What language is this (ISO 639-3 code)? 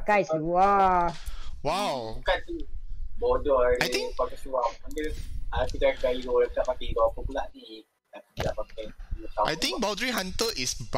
msa